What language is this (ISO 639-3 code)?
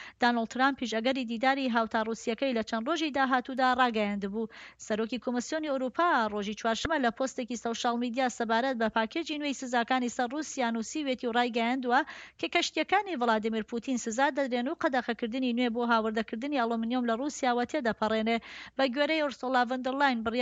ckb